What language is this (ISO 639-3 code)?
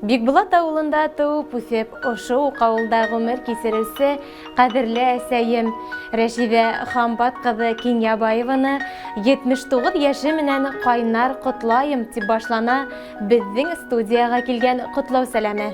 bak